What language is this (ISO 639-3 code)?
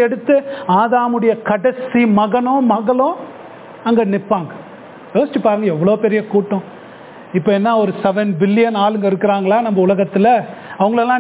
tam